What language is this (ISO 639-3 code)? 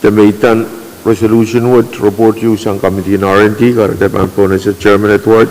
pon